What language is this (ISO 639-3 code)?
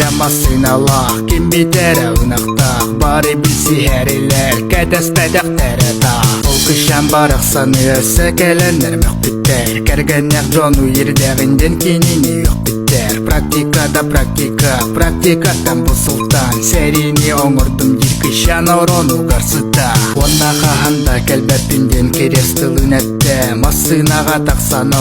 sah